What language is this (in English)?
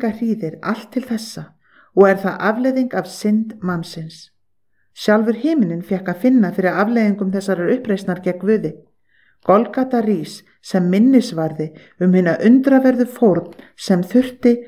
Icelandic